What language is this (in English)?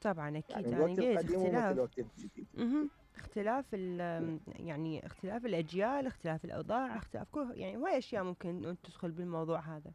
Mesopotamian Arabic